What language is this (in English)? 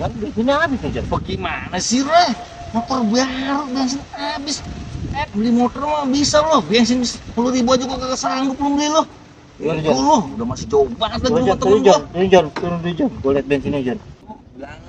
Betawi